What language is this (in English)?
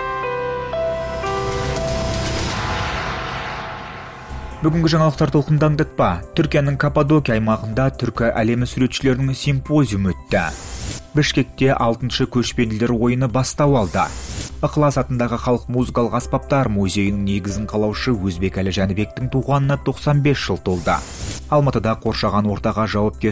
Kazakh